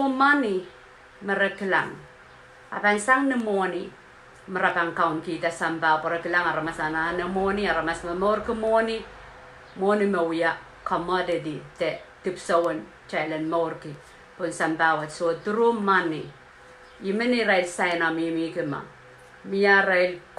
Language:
Pohnpeian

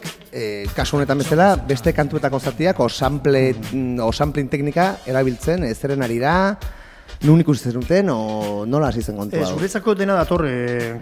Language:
Basque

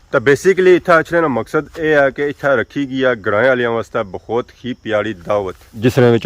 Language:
Pahari-Potwari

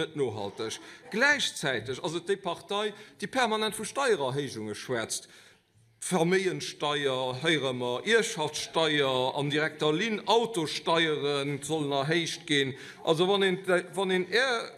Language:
Luxembourgish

